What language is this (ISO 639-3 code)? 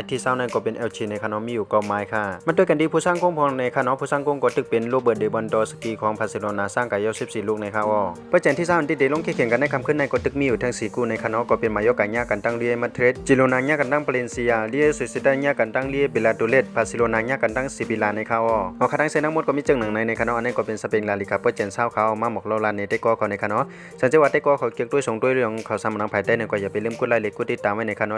shn